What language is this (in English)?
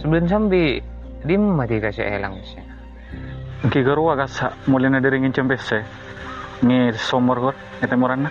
Madurese